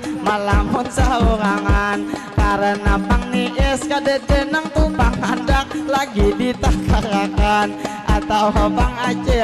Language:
Banjar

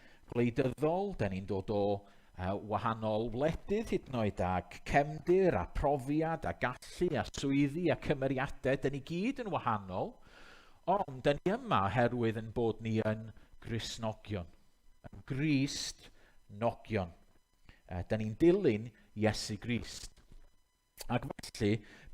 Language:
Welsh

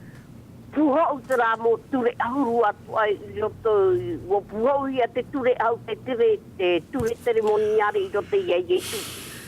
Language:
Tahitian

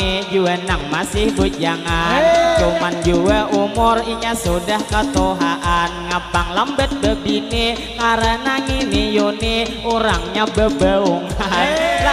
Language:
Banjar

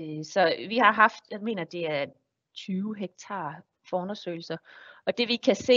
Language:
Danish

